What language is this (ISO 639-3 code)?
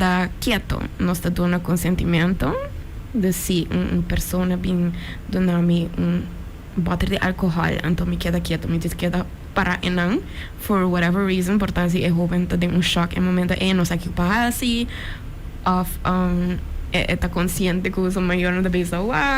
pap